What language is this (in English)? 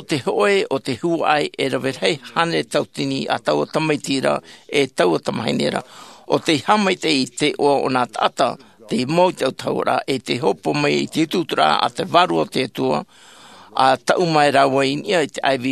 Tahitian